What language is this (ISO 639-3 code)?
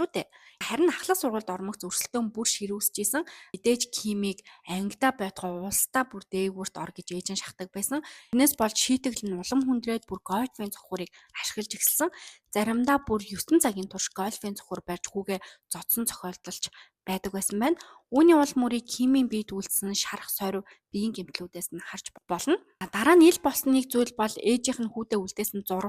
mon